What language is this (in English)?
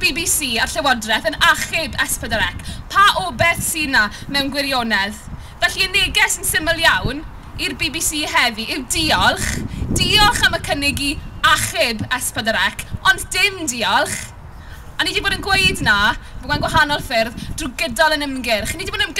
Welsh